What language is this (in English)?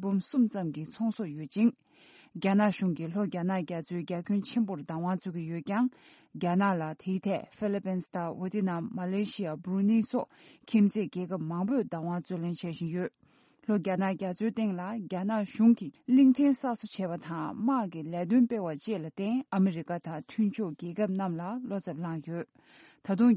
Tibetan